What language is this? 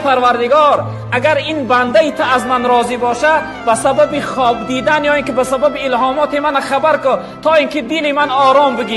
Tajik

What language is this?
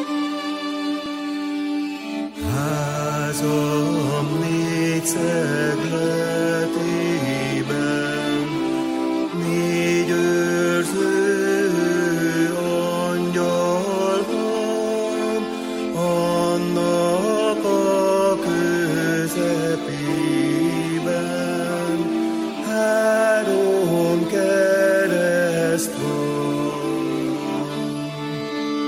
Hungarian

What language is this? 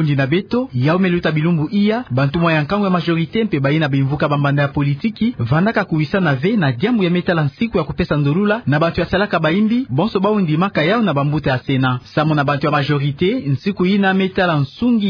Kituba (Democratic Republic of Congo)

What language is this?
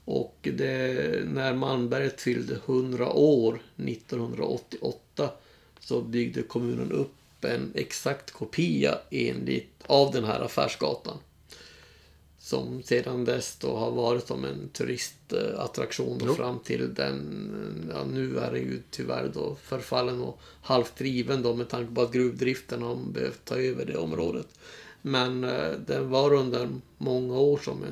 Swedish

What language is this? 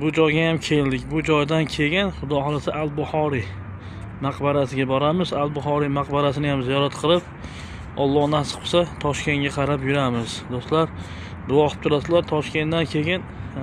Uzbek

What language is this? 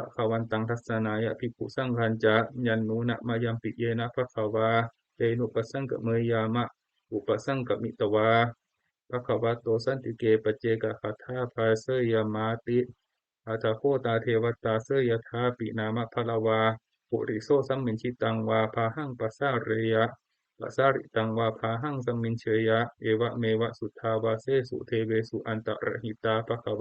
Pali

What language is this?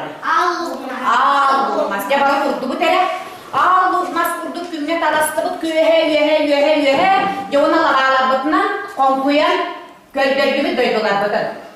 Yakut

